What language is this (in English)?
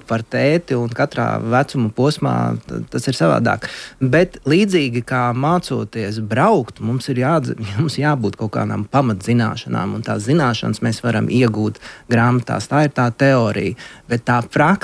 Latvian